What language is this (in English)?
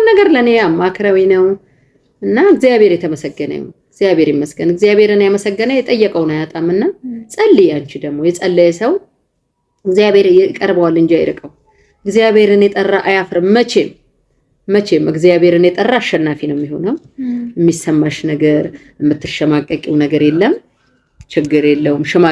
Amharic